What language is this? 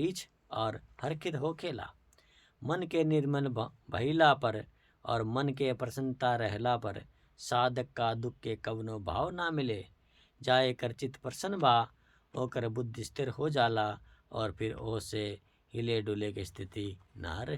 Bhojpuri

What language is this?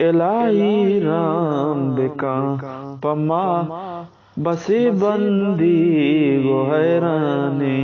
Eastern Balochi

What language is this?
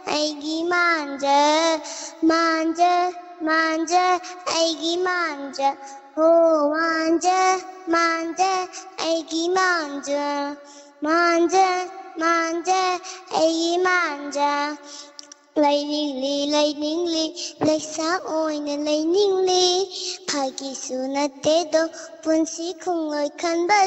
Manipuri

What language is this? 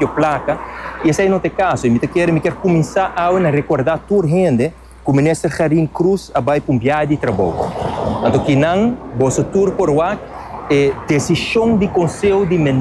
Papiamento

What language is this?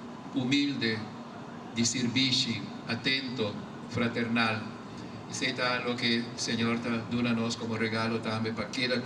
Papiamento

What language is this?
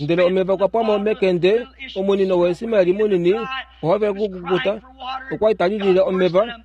Kuanyama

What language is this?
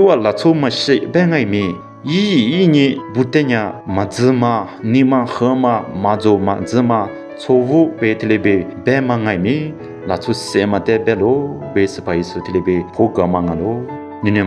Lisu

